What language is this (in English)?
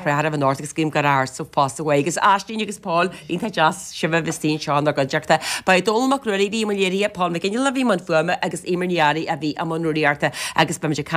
Irish